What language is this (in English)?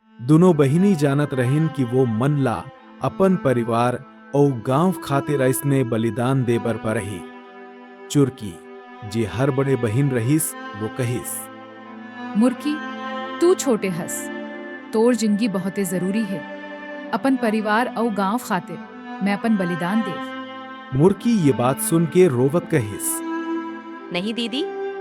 Chhattisgarhi